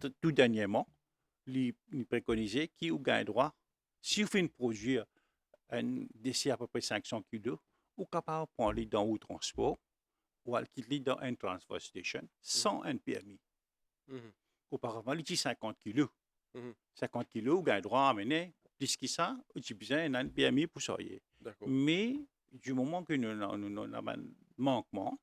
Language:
Morisyen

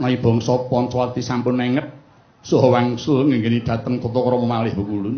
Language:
Javanese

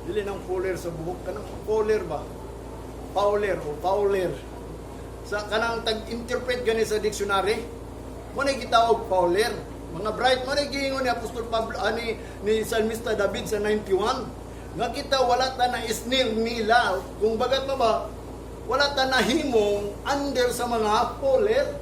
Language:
Cebuano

